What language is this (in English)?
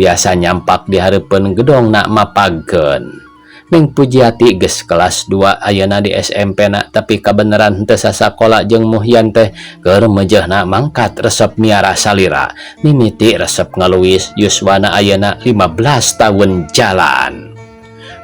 Sundanese